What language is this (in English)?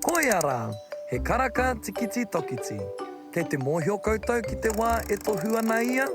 Māori